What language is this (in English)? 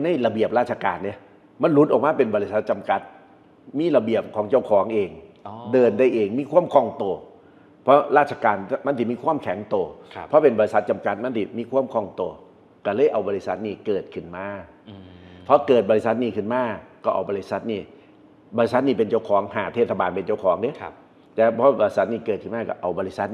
Northeastern Thai